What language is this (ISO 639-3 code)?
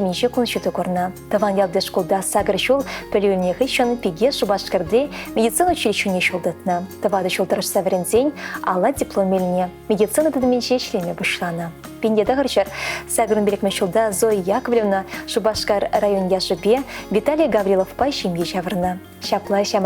chv